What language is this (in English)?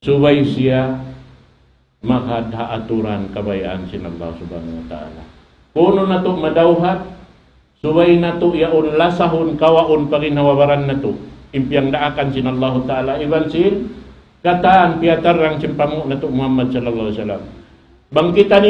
Tausug